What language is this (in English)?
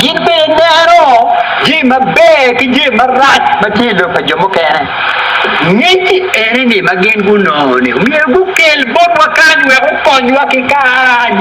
Acoli